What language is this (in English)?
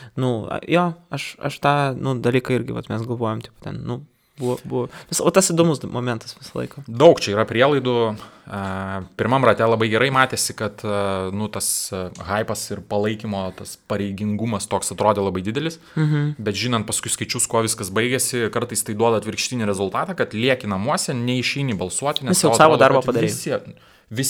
Lithuanian